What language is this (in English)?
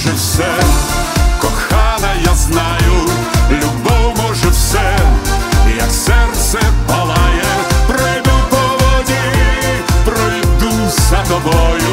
Ukrainian